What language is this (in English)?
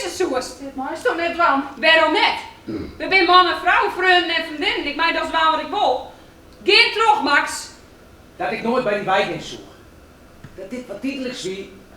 Western Frisian